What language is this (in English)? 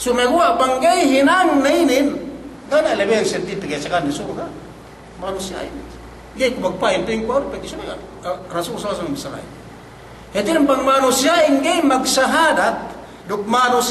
Yakan